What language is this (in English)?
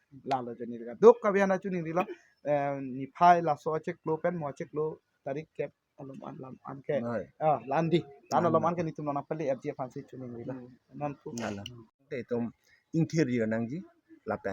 Karbi